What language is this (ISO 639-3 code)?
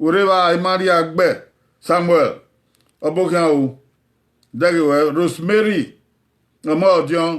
bin